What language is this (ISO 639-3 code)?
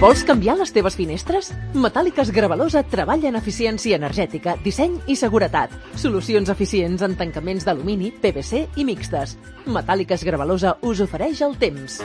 cat